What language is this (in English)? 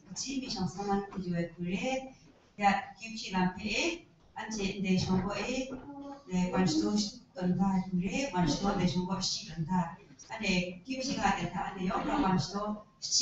Kachin